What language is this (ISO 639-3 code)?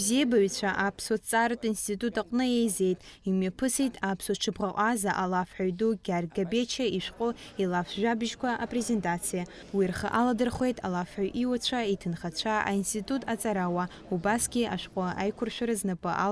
abk